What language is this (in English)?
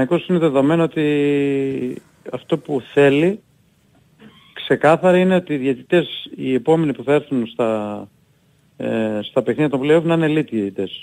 Greek